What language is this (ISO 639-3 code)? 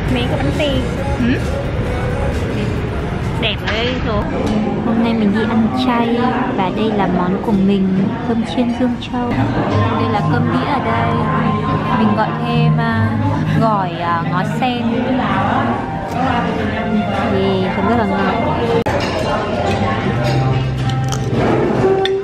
vie